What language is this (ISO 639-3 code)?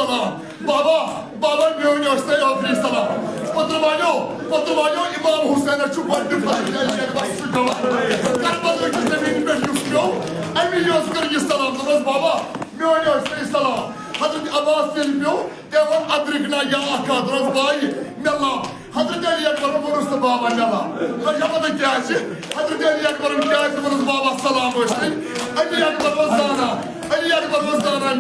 kas